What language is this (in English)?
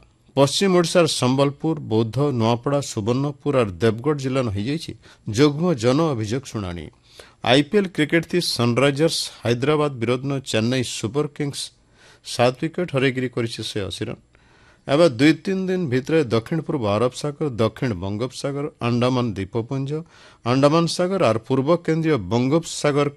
Odia